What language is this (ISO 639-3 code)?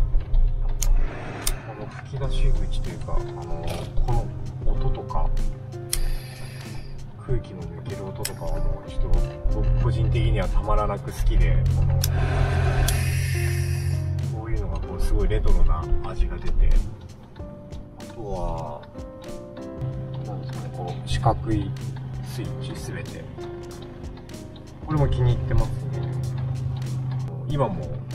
jpn